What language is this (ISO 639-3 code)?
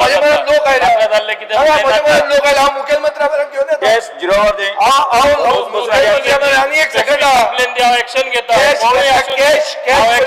kok